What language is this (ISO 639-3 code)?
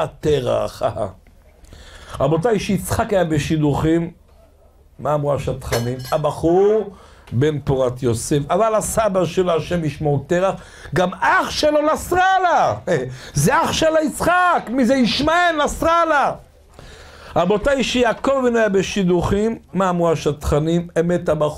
heb